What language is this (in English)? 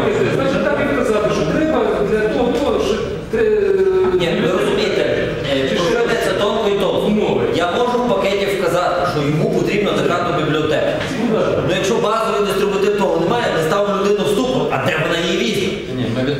Ukrainian